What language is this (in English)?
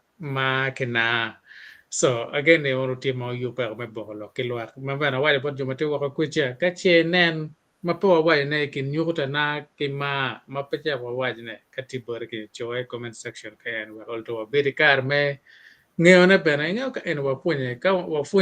Acoli